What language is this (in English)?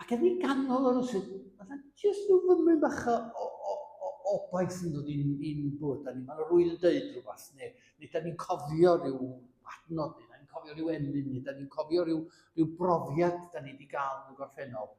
Welsh